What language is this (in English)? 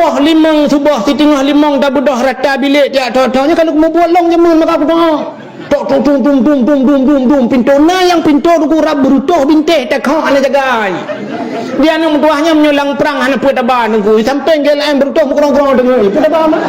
Achinese